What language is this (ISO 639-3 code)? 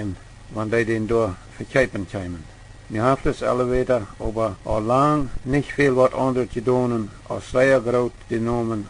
pdt